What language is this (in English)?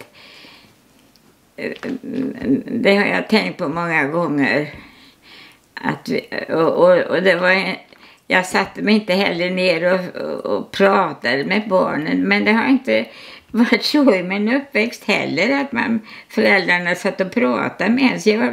Swedish